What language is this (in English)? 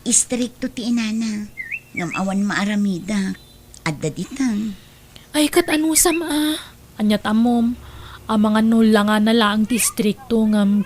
Iloko